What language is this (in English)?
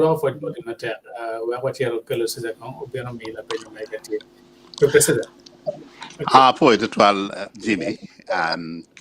Acoli